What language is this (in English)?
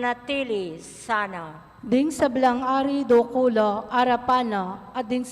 Pampanga